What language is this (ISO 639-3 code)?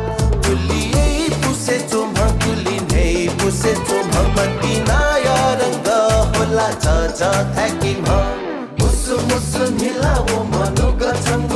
new